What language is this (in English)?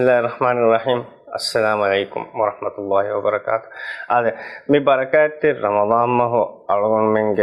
Divehi